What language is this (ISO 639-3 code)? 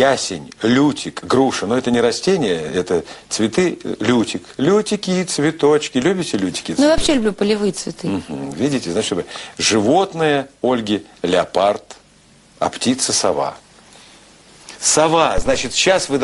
rus